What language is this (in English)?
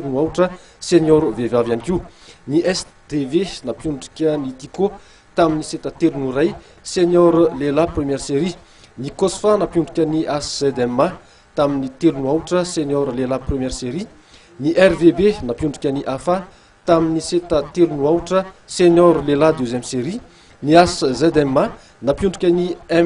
Malagasy